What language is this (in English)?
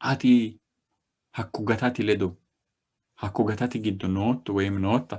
Sidamo